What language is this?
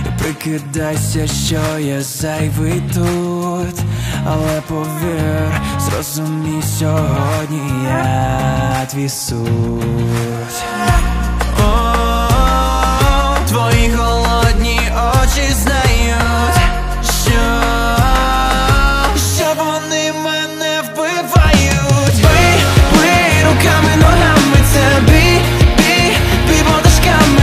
Ukrainian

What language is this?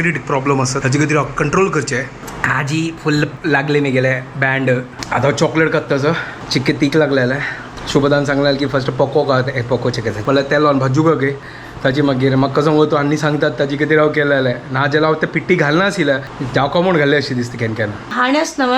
Konkani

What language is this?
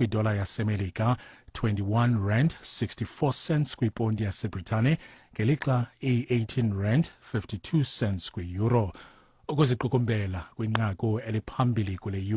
Xhosa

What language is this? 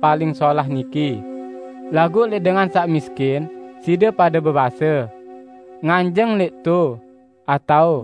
Sasak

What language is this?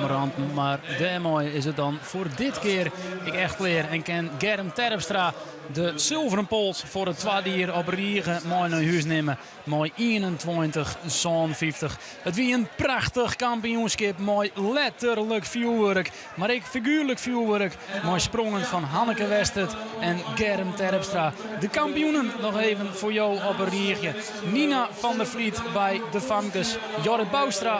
Western Frisian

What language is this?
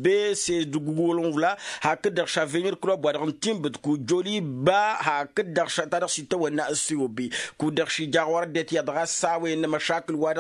Tamasheq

